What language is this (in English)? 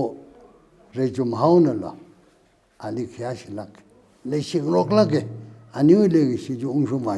Tangkhul Naga (India)